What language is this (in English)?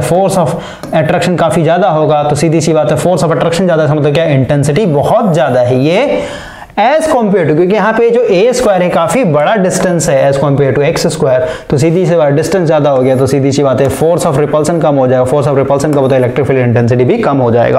Hindi